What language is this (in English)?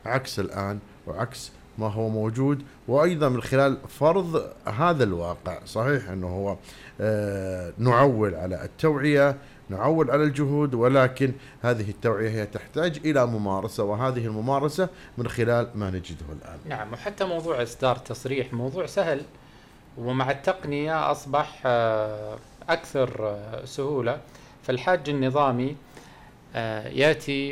Najdi Arabic